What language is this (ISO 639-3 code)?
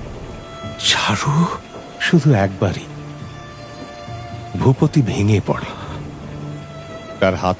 ben